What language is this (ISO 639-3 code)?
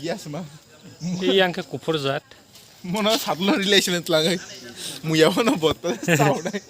trp